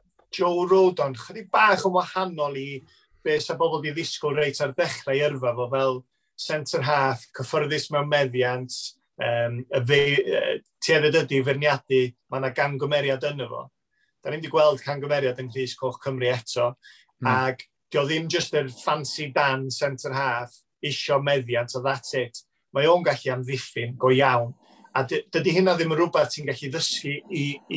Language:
Welsh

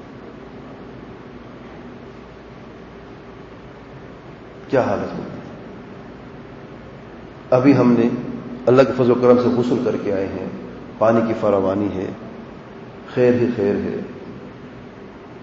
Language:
Urdu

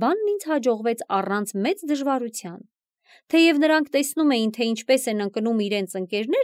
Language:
Armenian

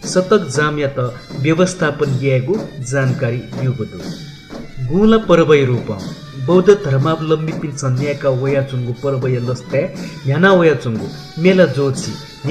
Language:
Newari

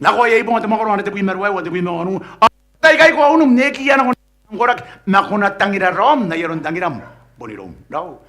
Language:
Gilbertese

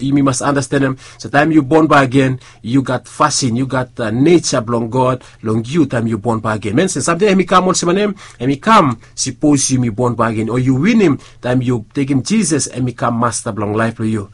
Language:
Bislama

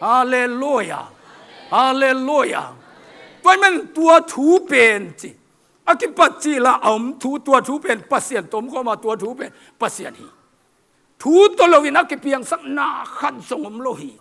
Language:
Tedim Chin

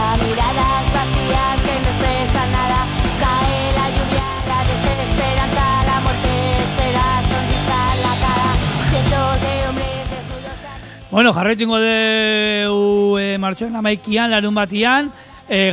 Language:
Basque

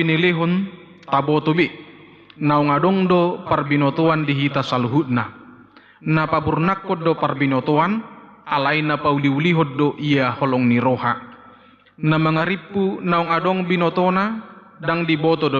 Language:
Batak Toba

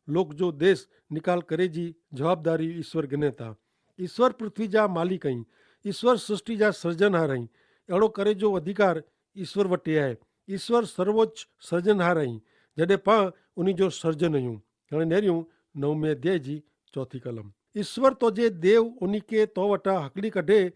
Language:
Kachhi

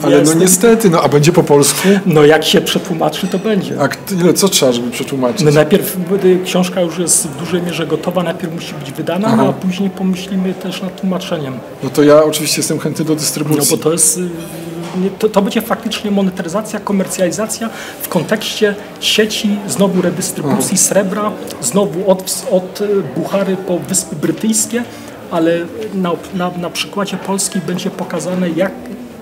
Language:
Polish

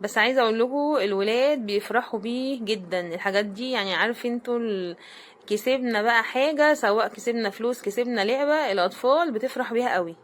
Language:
Egyptian Arabic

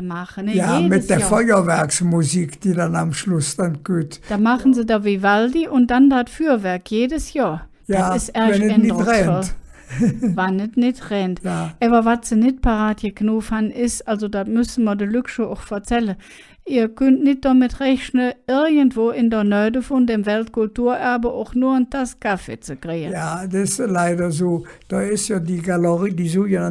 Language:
Colognian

